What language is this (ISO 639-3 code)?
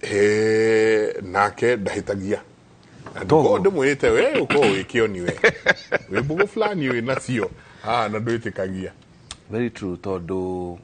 kik